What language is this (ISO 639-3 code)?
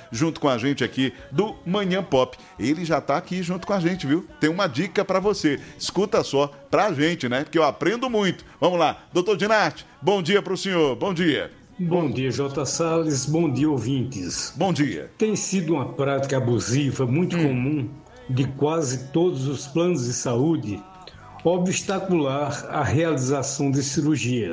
por